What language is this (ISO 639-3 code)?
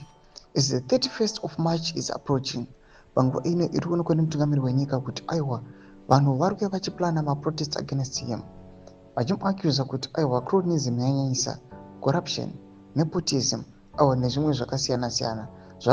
sna